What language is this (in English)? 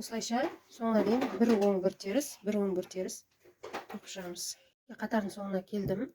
Kazakh